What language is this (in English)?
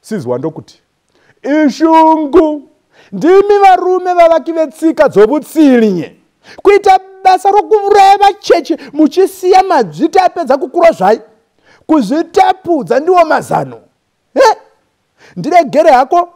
Shona